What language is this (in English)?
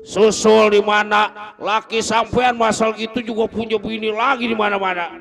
Betawi